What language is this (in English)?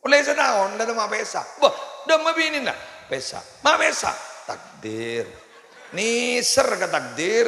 Madurese